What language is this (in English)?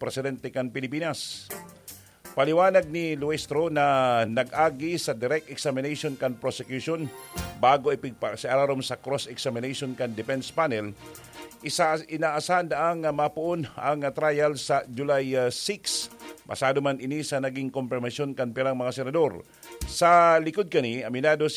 Bikol